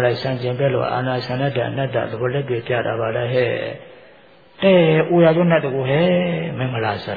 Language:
Burmese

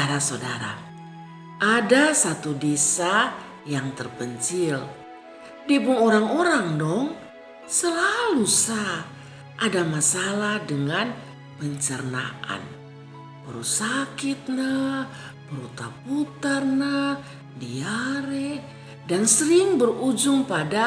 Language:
Kupang Malay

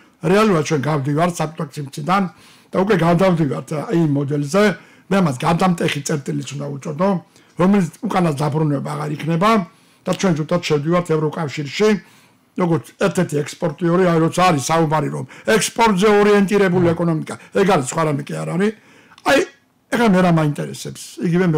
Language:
Georgian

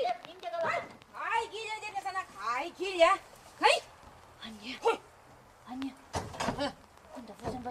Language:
Chuvash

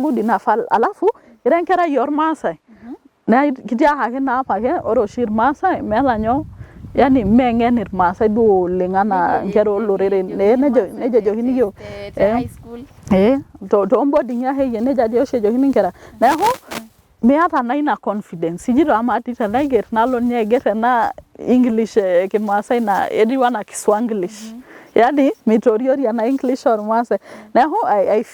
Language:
Masai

